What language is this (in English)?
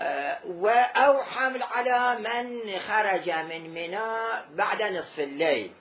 Mesopotamian Arabic